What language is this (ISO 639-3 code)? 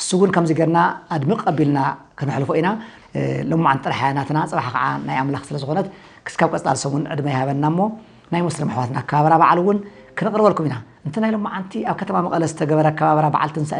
tir